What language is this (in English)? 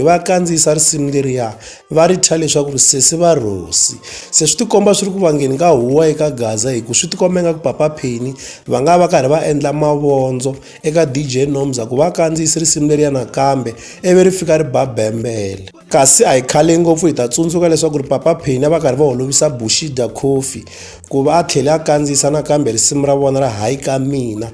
Tsonga